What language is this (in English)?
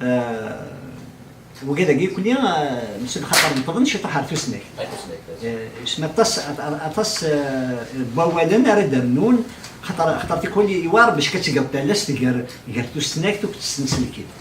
Kabyle